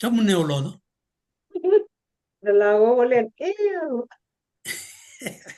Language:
Kalenjin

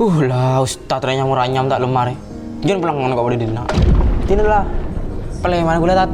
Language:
Madurese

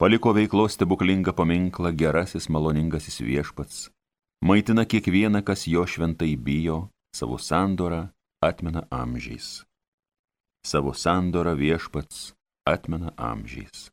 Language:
Lithuanian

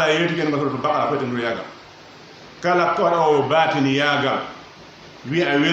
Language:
Pular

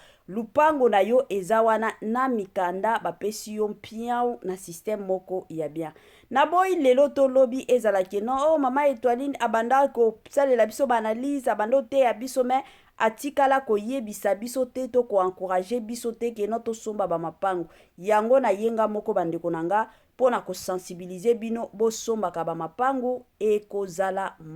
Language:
Lingala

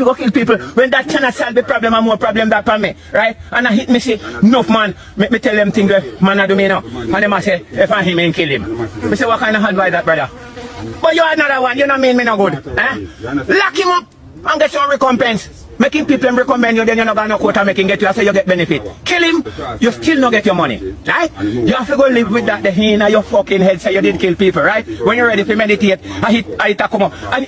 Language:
Jamaican Creole English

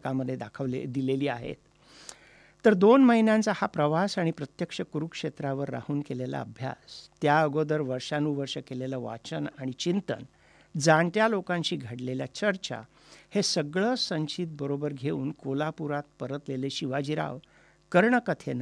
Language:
Marathi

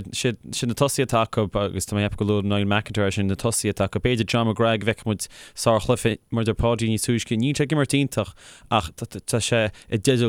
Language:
Irish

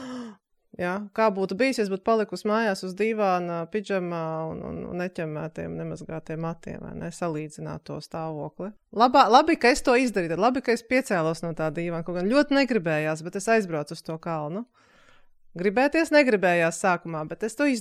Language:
Latvian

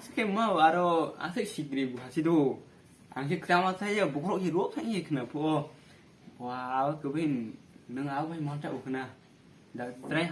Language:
Kok Borok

